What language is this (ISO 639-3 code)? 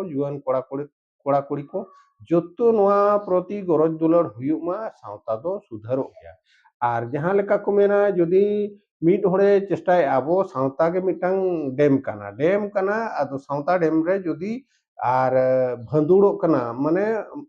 sat